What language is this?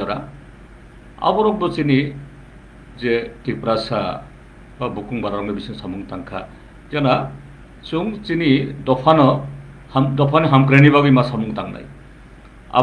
Kok Borok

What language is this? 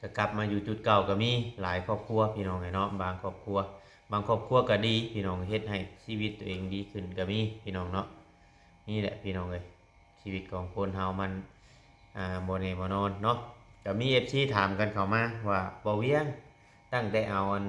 Lao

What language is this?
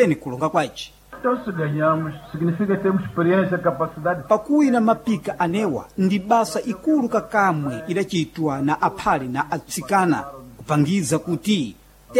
Sena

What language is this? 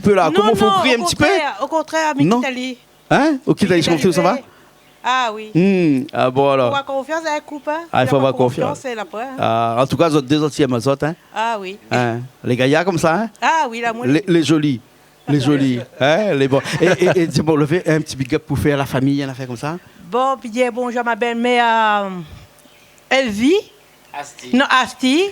Réunion Creole French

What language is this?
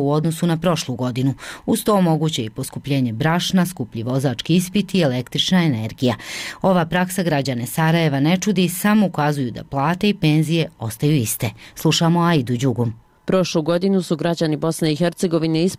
Bosnian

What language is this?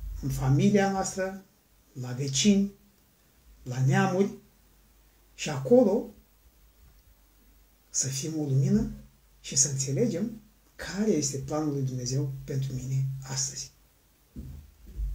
Romanian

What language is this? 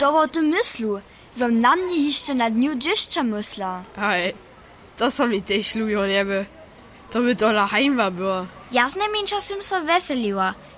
Upper Sorbian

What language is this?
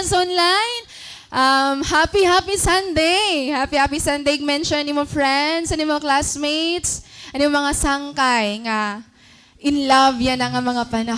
Waray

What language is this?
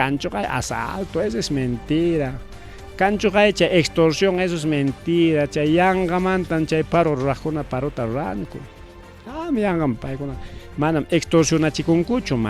Ayacucho Quechua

